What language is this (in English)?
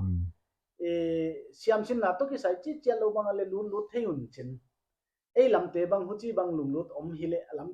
Paite Chin